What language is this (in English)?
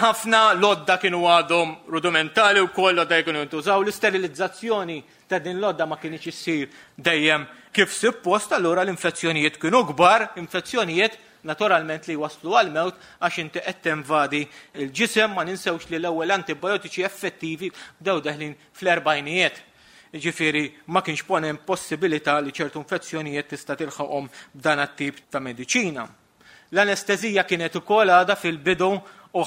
Maltese